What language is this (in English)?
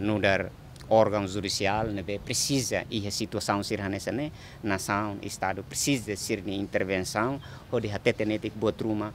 Tetum